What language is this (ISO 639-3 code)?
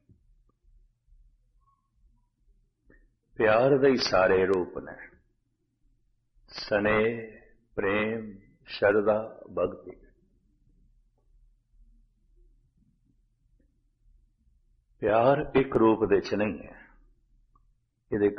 pan